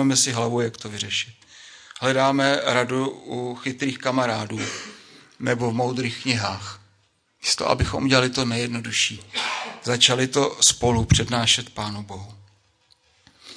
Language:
Czech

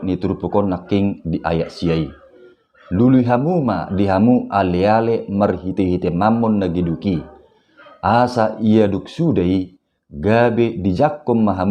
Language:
Batak Toba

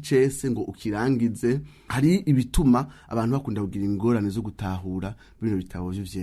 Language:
Rundi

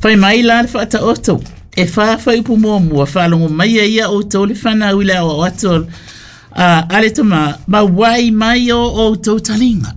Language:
Samoan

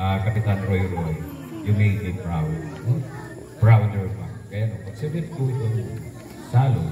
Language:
Waray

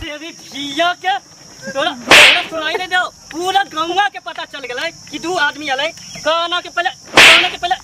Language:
Magahi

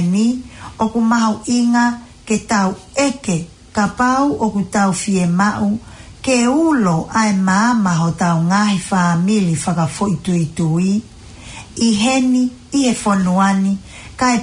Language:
Tongan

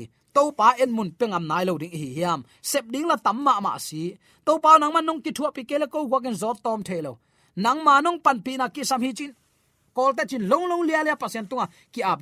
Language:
Tedim Chin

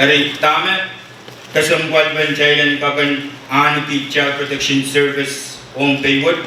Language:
Pohnpeian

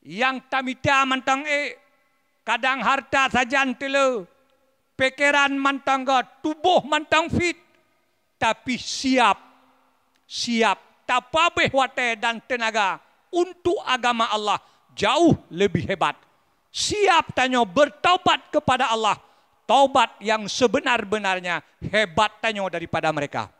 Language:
Achinese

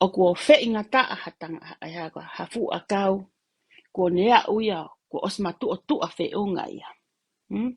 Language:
Tongan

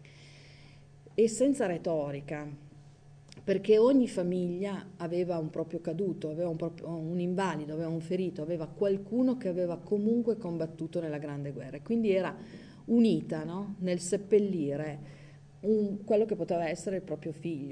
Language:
Italian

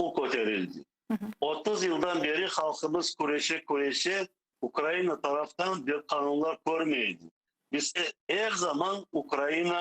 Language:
Crimean Tatar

